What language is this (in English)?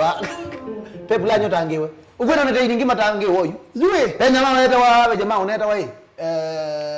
Kamba